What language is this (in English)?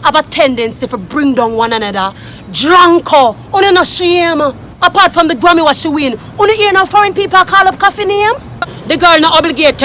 Jamaican Creole English